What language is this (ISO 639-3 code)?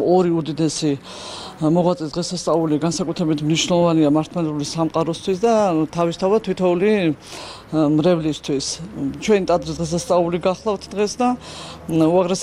kat